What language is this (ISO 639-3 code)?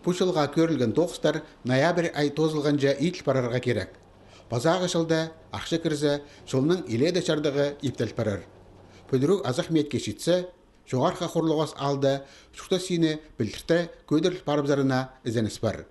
kjh